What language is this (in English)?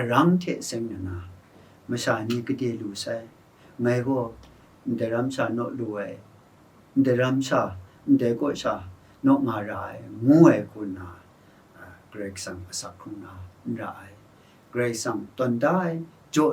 Kachin